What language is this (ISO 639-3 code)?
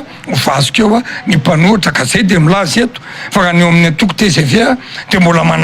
mlg